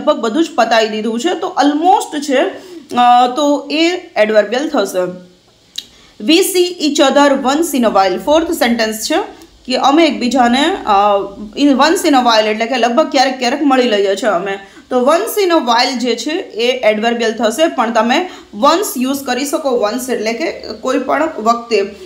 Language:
Gujarati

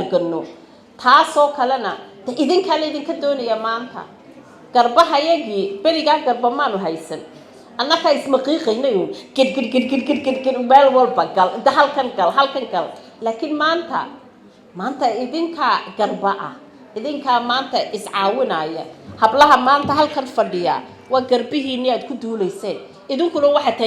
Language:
Somali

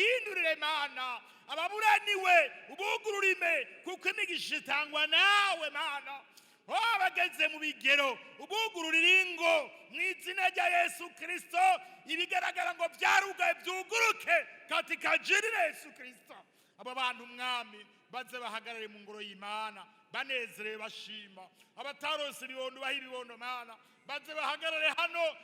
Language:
Rundi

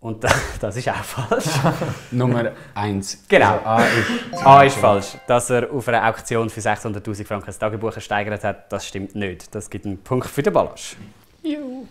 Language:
Swiss German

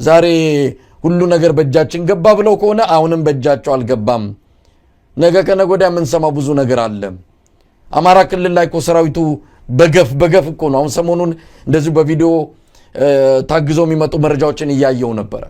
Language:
Amharic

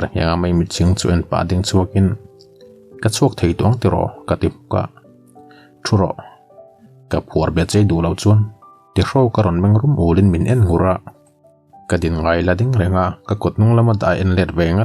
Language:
Mizo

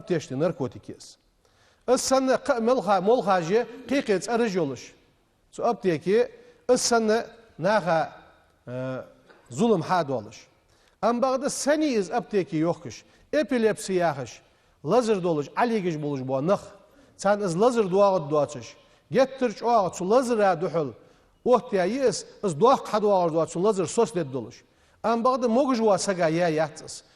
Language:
Ingush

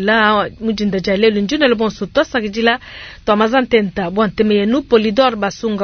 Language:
Luba-Lulua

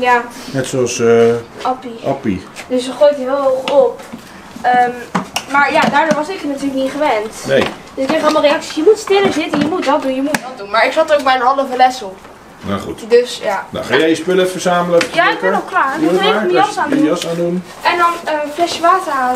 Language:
Dutch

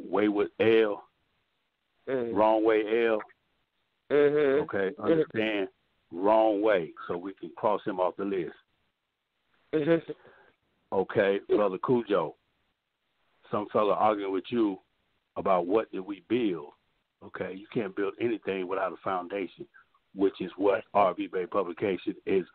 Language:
English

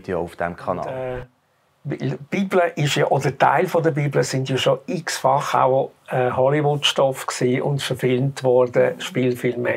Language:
Swiss German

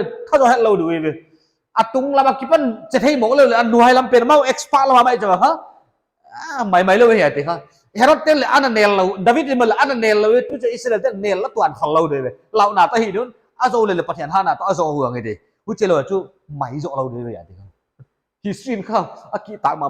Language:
Paite Chin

